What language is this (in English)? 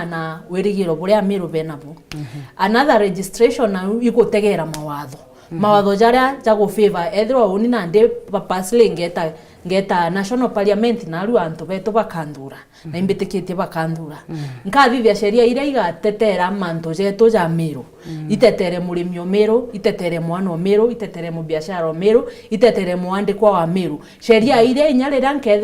Meru